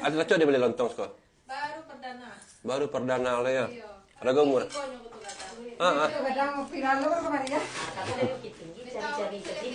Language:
Minangkabau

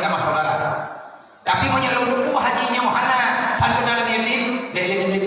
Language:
Achinese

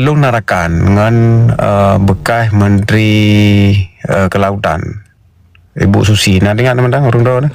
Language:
Achinese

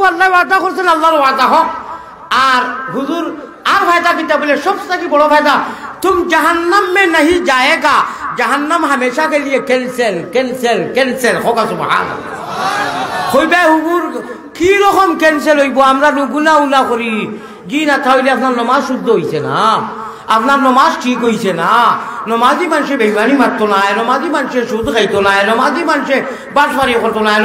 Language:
Sylheti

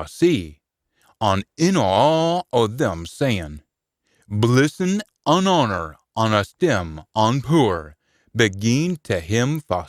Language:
Scots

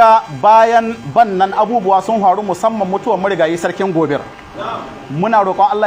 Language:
Hausa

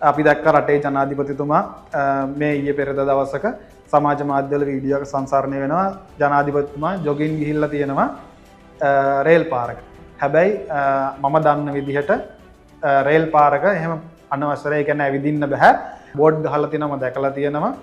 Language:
Sinhala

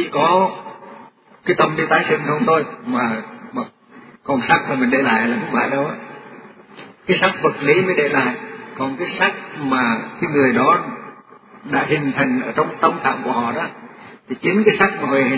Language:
Vietnamese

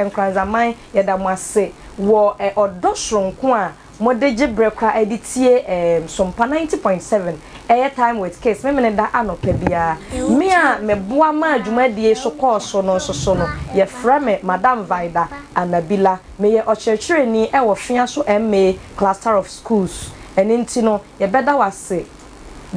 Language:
Akan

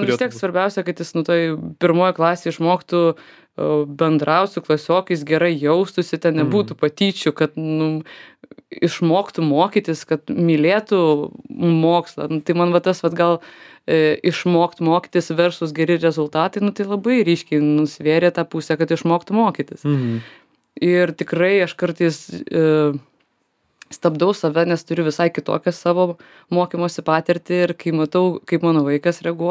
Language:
Lithuanian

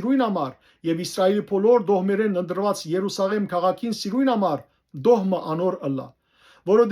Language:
Western Armenian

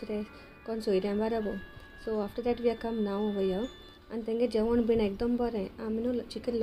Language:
Konkani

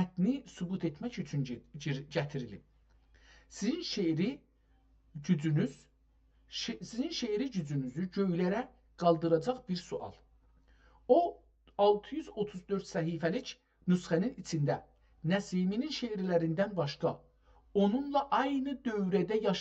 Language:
South Azerbaijani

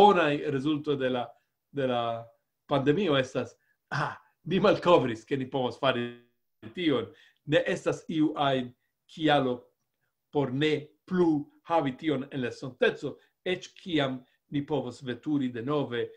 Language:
Esperanto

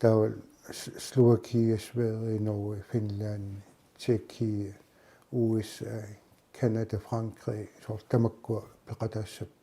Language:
Kalaallisut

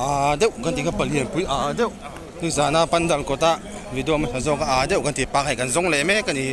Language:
Mizo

